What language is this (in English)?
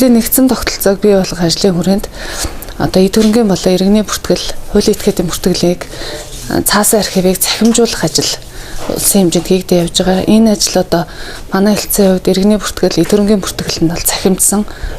Mongolian